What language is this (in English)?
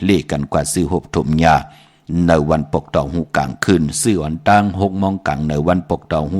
Shan